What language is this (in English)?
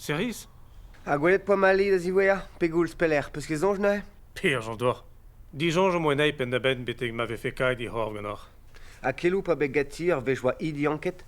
Breton